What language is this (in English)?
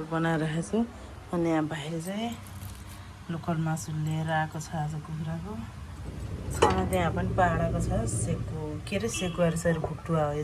Nepali